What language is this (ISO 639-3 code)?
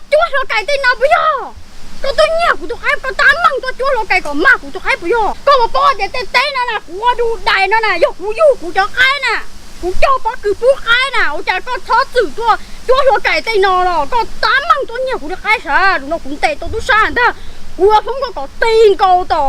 hmn